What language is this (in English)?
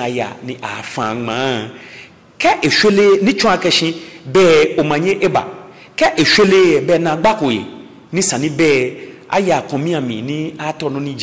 Ga